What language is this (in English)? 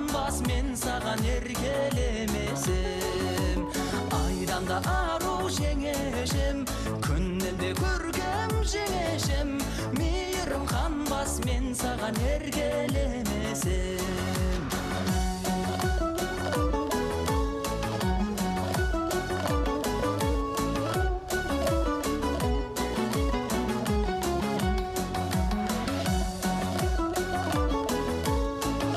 Kazakh